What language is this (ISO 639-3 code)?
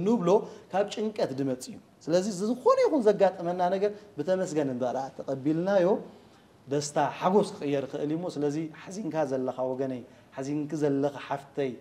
tir